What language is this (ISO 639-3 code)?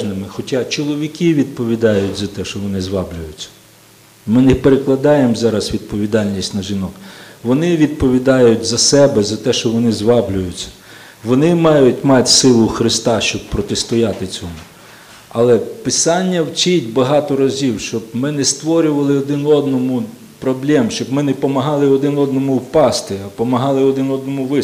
ukr